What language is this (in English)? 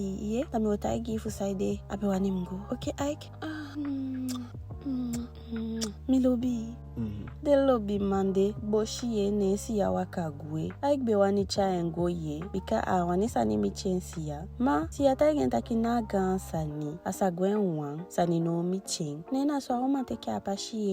Eastern Maroon Creole